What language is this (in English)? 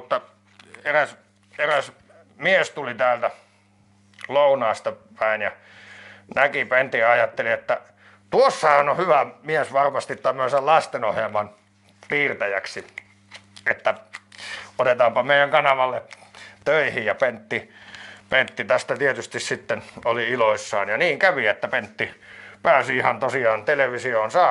Finnish